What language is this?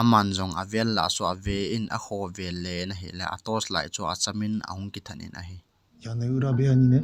Thado Chin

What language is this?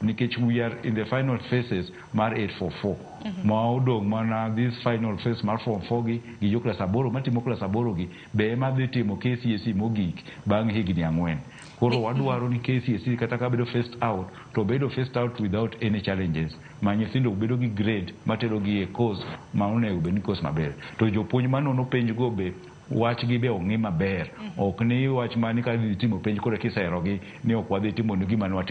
Luo (Kenya and Tanzania)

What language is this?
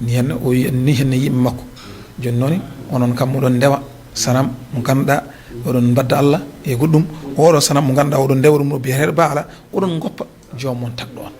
Fula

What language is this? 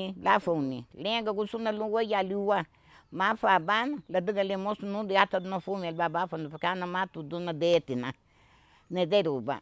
Garifuna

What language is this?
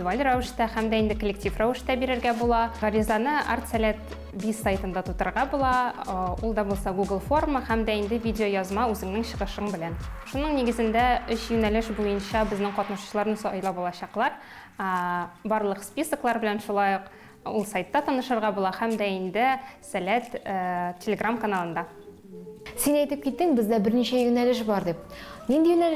Tatar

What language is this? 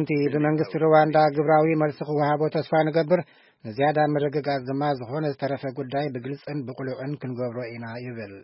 Tigrinya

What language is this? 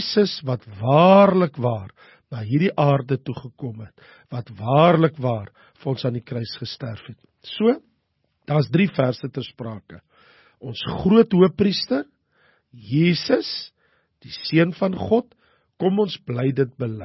Afrikaans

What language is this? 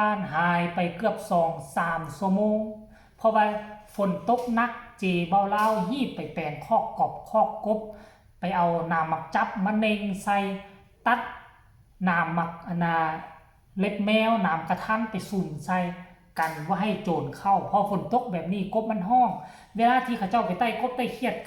Northeastern Thai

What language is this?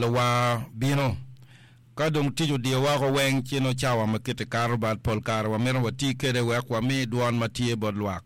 Acoli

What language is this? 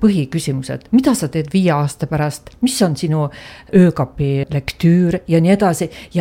Estonian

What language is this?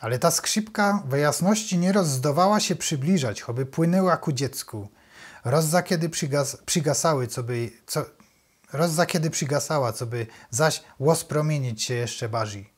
Silesian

